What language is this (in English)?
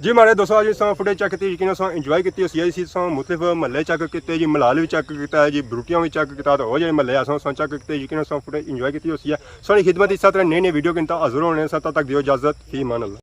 Pahari-Potwari